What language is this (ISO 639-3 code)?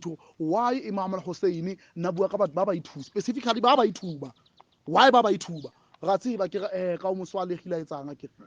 sot